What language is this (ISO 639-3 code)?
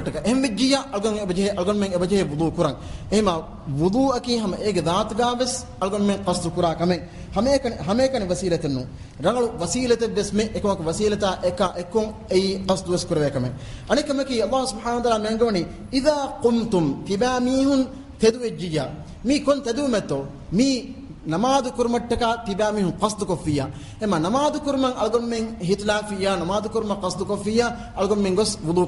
div